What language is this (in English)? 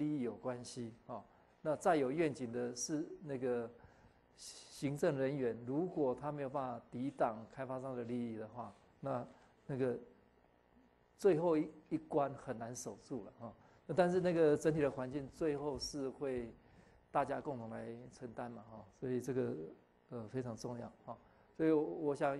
Chinese